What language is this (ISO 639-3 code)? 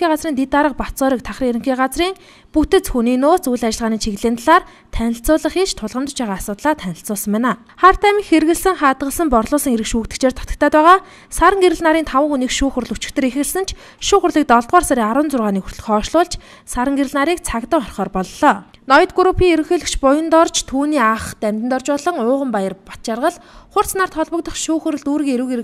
mon